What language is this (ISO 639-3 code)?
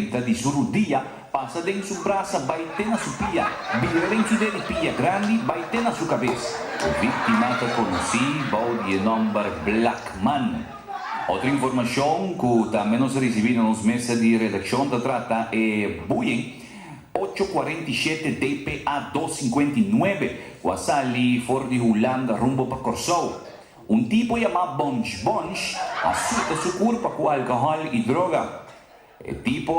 pap